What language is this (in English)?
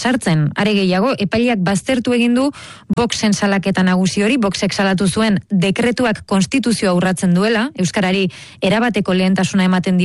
Basque